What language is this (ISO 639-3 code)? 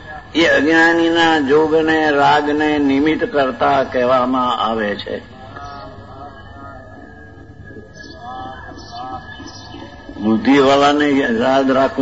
guj